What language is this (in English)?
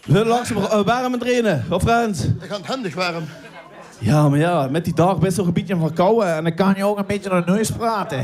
Limburgish